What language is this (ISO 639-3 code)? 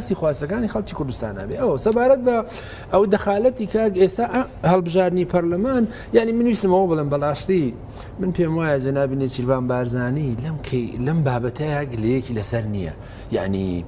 ckb